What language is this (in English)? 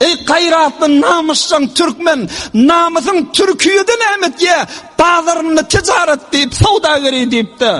Turkmen